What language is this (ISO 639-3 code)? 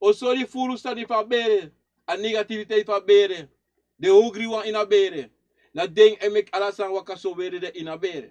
srn